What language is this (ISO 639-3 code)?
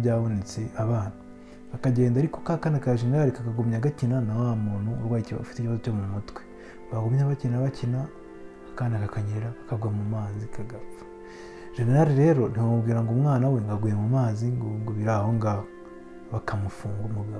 kin